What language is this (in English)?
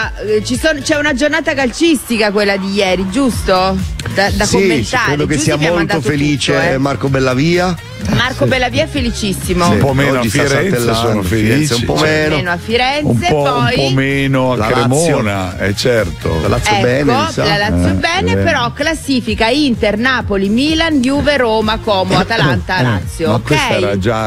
Italian